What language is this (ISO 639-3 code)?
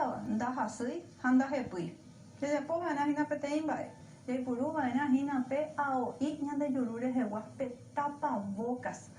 grn